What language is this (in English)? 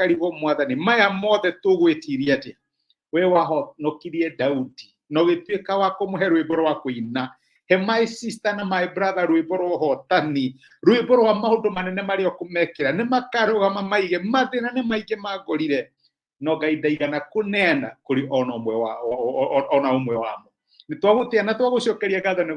Kikuyu